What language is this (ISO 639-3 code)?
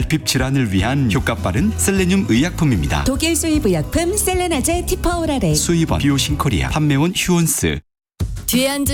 kor